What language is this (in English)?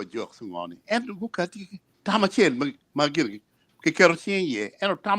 Acoli